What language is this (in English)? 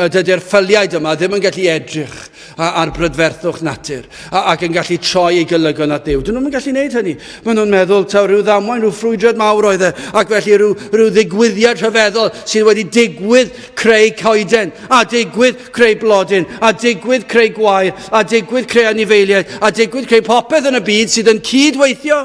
Welsh